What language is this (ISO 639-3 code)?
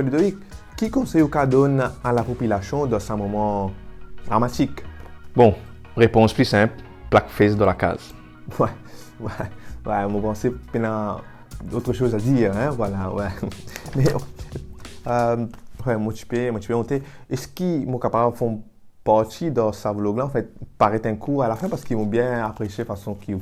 mfe